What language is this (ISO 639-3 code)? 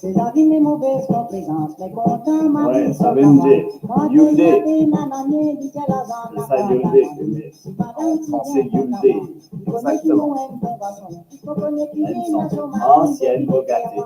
mfe